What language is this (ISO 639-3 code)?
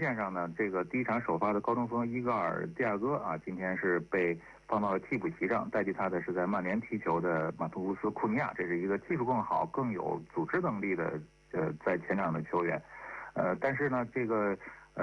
zho